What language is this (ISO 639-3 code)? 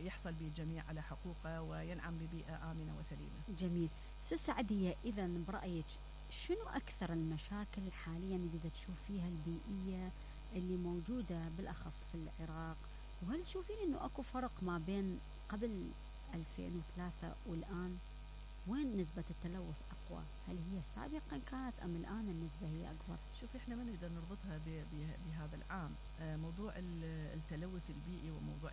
acm